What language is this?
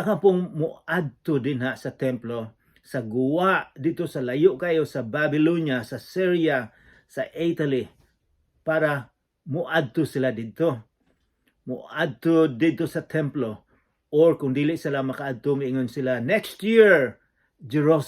Cebuano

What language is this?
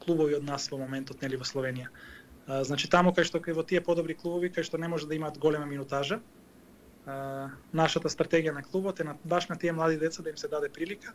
Macedonian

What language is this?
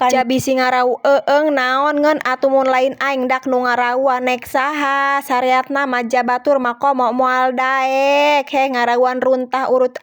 Sundanese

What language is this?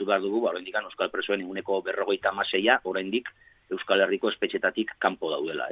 Basque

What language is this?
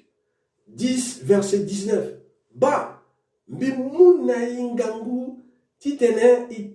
Sango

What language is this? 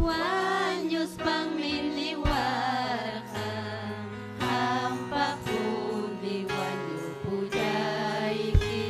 Ayacucho Quechua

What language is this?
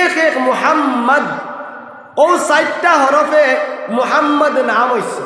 Sylheti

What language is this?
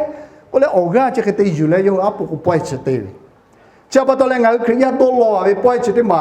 Lahu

